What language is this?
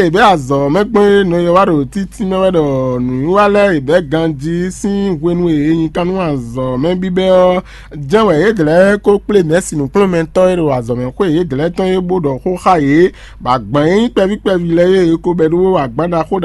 Fon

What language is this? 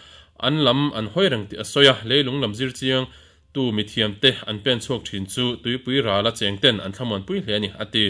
Mizo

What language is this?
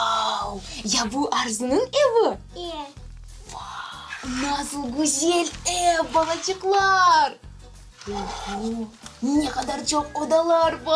Crimean Tatar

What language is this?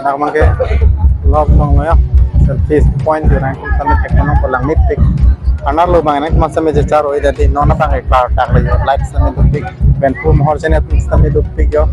Karbi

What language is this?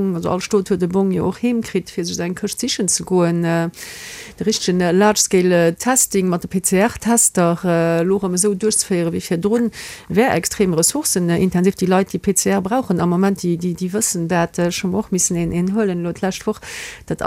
Luxembourgish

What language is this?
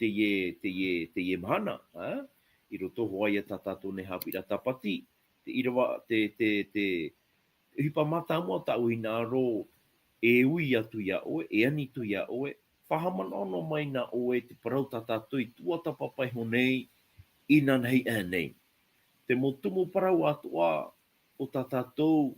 Tahitian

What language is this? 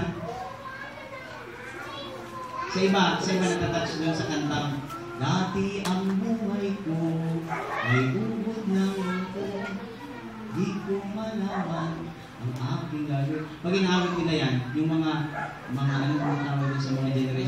Filipino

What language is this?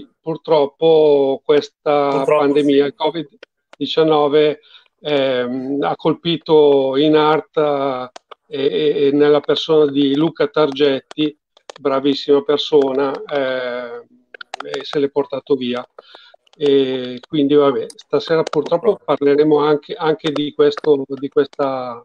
Italian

